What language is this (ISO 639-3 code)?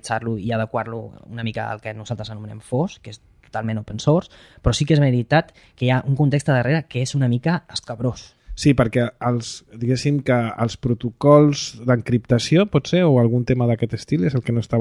cat